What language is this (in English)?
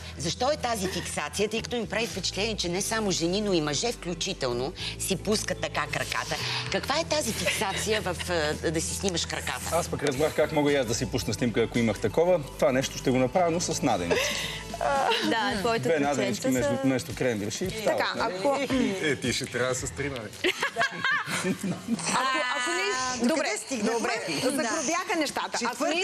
Bulgarian